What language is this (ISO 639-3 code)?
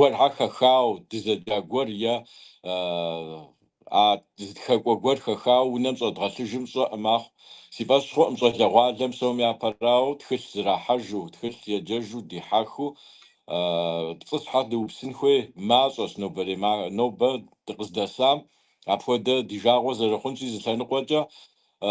kbd